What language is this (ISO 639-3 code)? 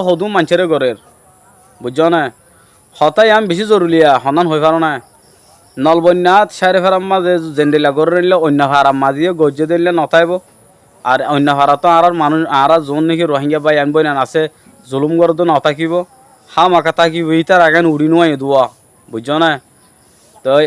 rhg